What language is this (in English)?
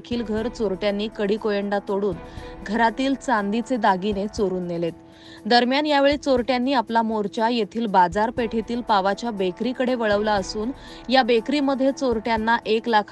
Marathi